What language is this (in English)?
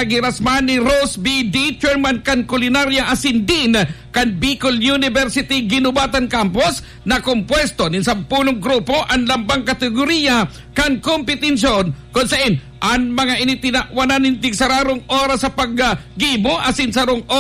Bikol